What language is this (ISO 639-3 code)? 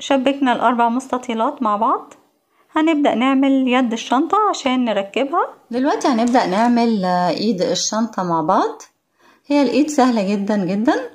arz